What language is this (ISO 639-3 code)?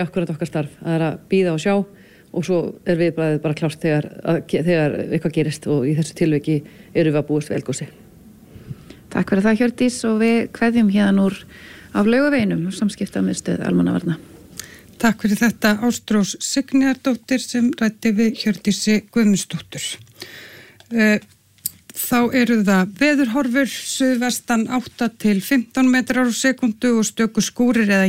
isl